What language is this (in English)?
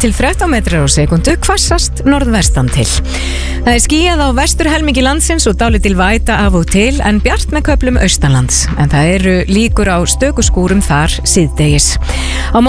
Icelandic